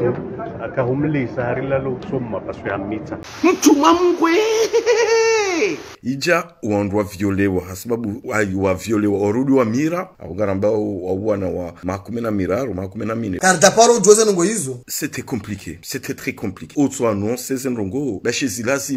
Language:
Ngazidja Comorian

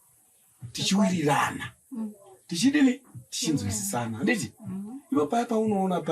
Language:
Shona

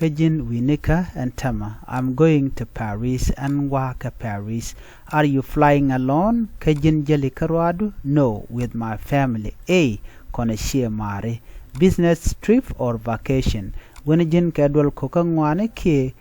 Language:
Nuer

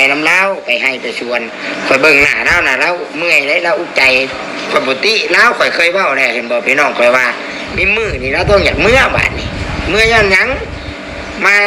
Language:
Northeastern Thai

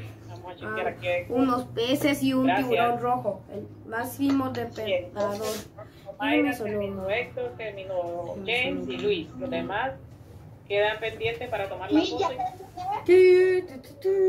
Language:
Spanish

